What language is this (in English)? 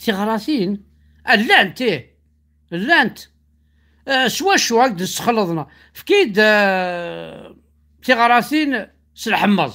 Kabyle